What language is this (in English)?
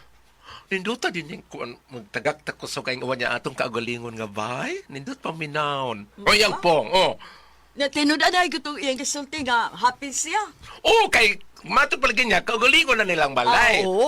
Cebuano